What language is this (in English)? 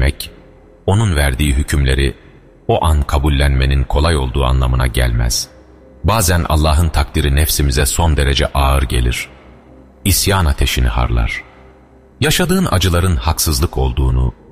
Turkish